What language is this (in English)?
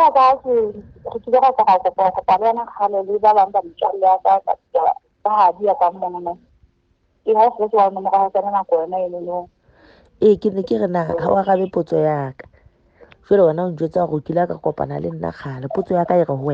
Southern Sotho